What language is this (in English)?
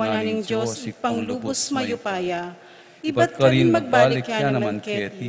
Pampanga